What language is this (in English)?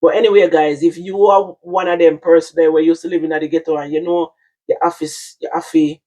Jamaican Creole English